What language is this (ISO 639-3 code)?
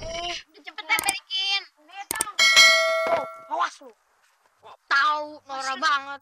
bew